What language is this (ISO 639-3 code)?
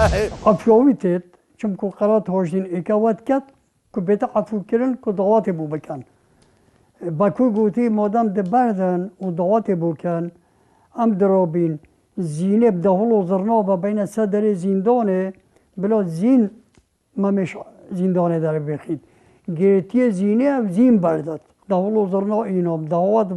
kur